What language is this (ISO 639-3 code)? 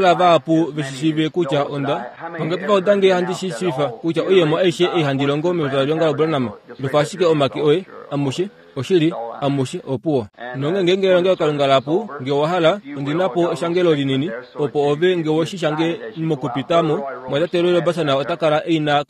kua